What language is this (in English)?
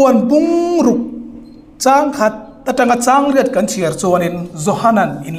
Hmar